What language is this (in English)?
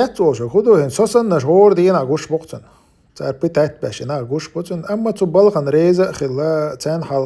Chechen